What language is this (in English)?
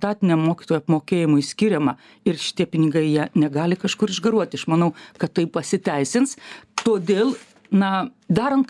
Lithuanian